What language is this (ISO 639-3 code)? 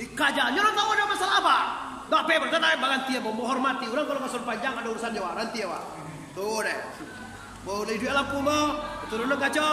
min